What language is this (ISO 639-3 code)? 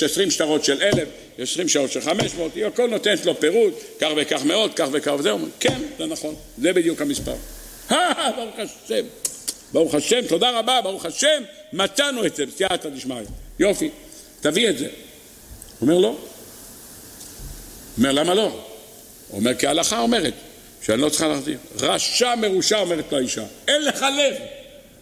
heb